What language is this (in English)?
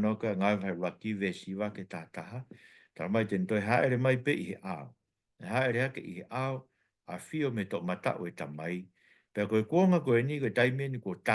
Tongan